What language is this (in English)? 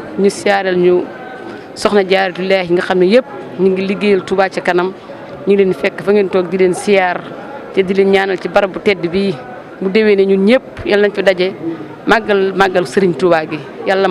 Wolof